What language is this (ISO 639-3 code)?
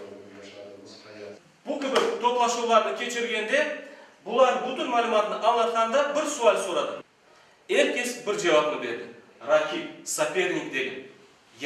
crh